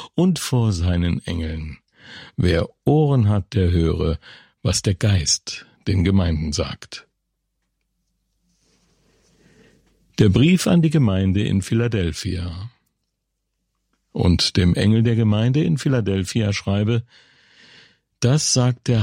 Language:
German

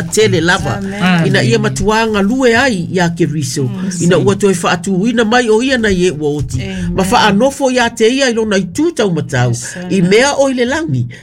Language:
Samoan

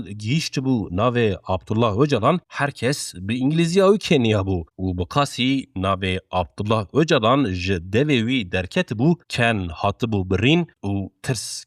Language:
Kurdish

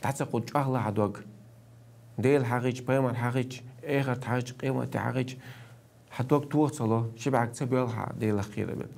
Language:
Chechen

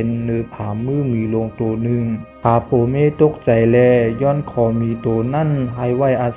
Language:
Shan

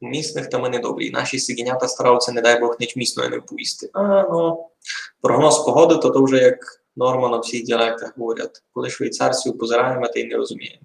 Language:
Rusyn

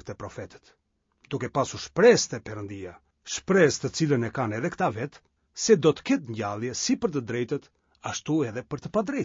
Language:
Albanian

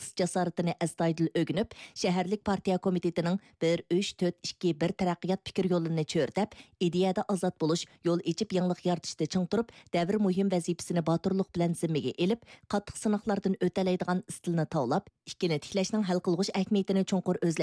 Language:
Uyghur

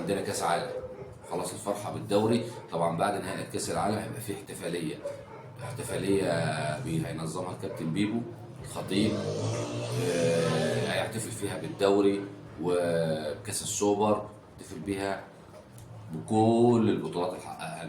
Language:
Egyptian Arabic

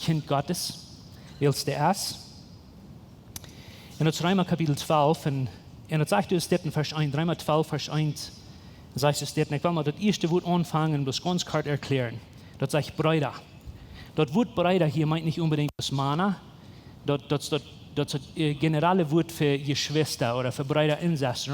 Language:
Plautdietsch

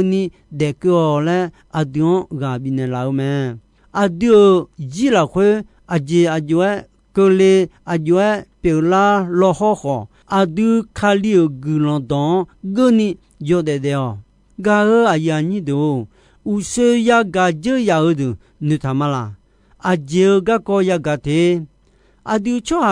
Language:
Akha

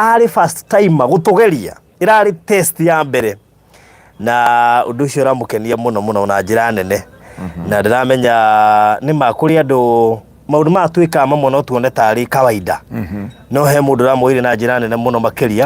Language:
Kikuyu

